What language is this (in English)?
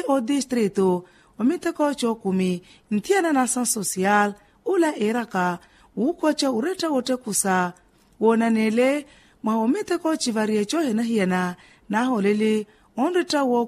Makhuwa